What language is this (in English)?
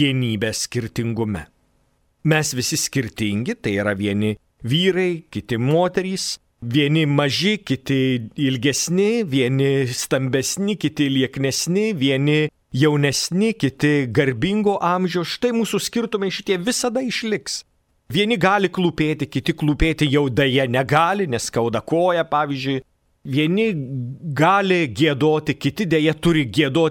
Lithuanian